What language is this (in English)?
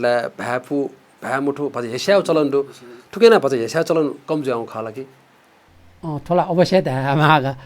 Newari